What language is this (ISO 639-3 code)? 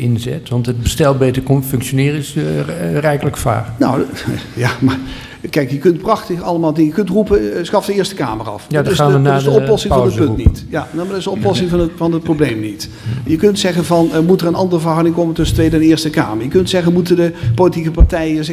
nld